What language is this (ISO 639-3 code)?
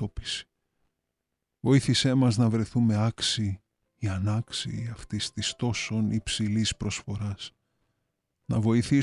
ell